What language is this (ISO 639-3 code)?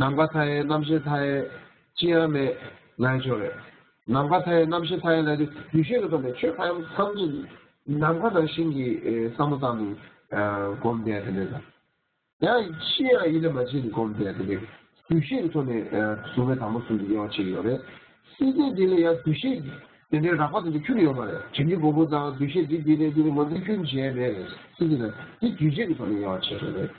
bod